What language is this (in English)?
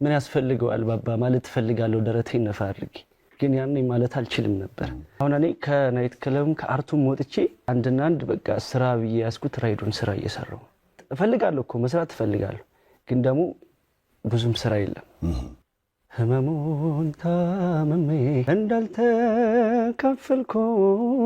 Amharic